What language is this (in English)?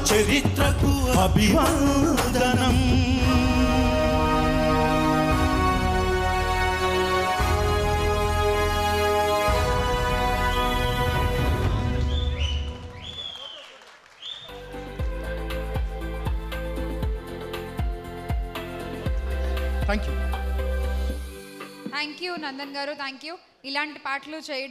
Telugu